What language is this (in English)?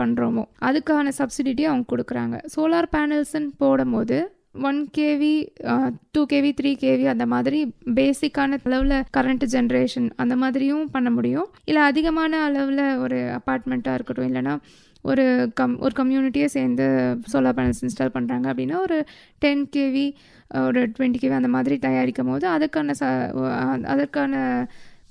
Tamil